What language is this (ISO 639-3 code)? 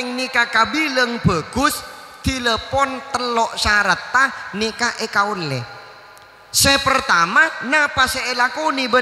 mad